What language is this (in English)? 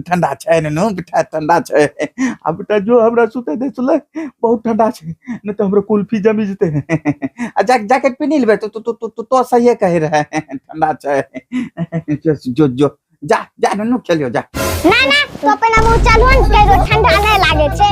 Angika